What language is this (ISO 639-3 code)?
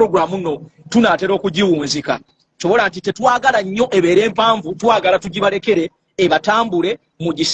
lug